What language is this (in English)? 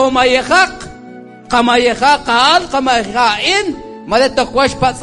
Kekchí